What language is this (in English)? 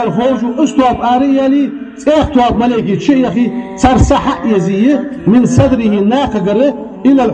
Ingush